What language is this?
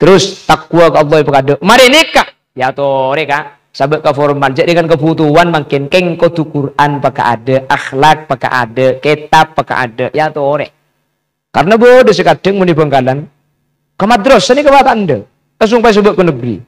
Madurese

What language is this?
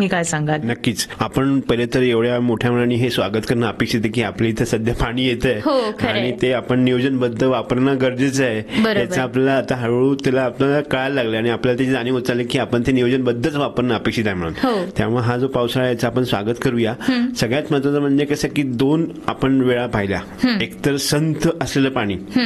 Marathi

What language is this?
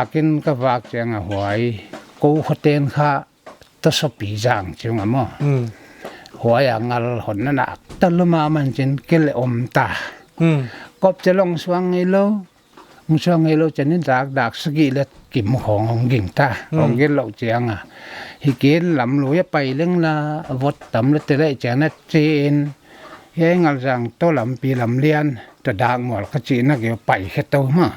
Paite Chin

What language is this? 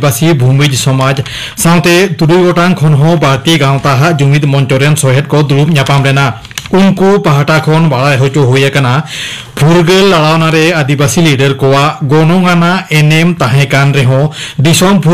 Santali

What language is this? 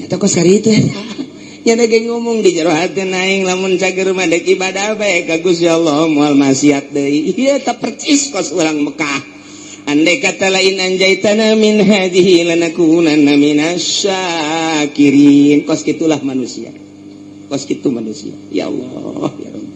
Sundanese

